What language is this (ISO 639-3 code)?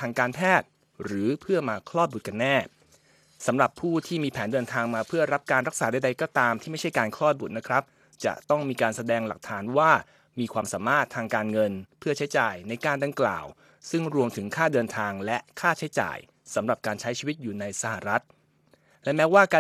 tha